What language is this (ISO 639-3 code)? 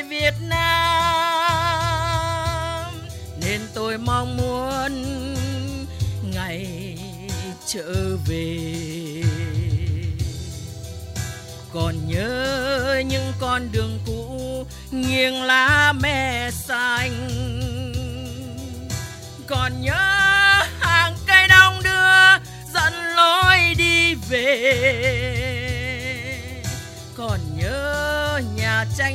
vie